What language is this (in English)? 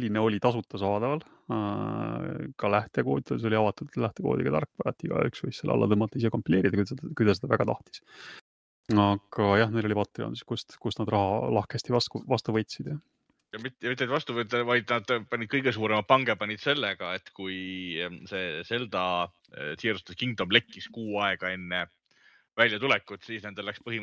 Estonian